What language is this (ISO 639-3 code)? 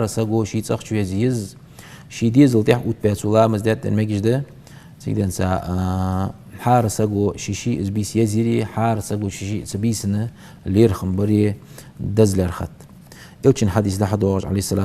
inh